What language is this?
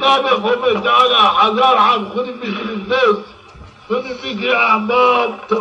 Zaza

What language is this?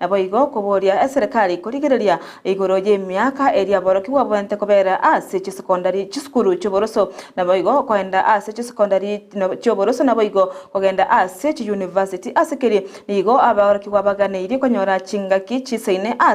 Gusii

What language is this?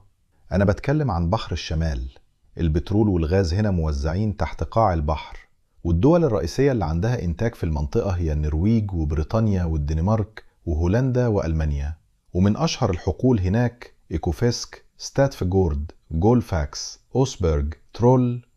Egyptian Arabic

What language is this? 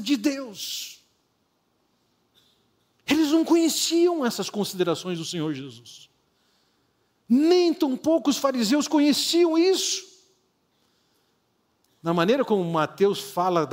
Portuguese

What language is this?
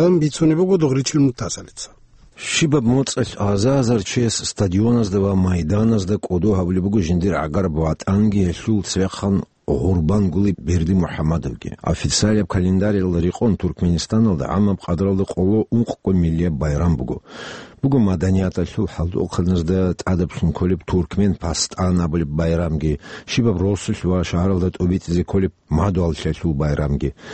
Avaric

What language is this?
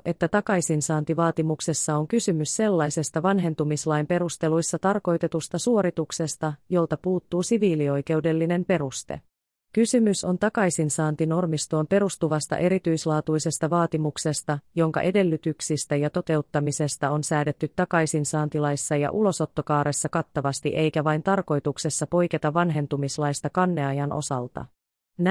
Finnish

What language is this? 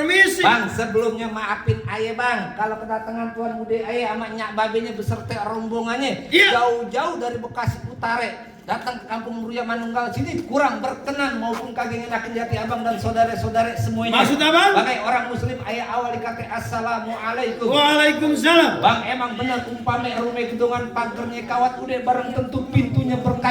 Betawi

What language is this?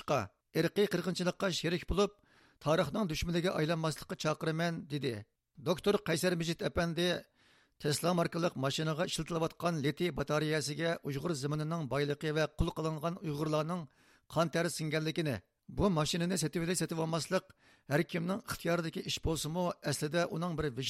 Uyghur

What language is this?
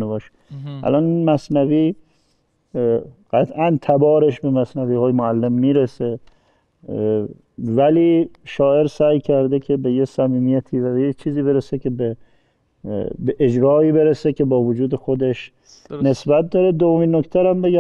Persian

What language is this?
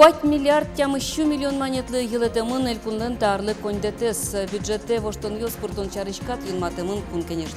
Udmurt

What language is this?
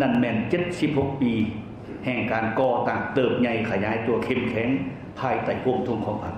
Lao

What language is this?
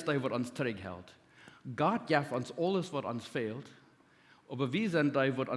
Plautdietsch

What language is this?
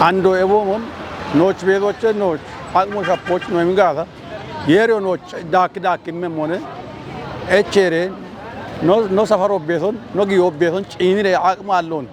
Kafa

